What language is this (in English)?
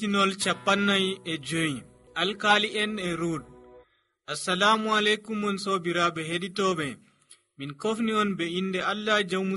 Nigerian Fulfulde